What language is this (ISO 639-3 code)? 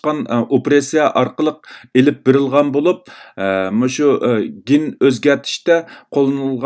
uig